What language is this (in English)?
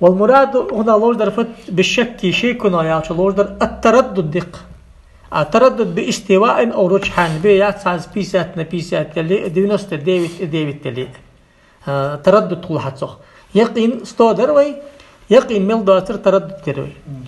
Ingush